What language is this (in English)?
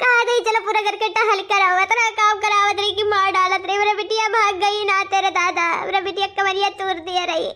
Awadhi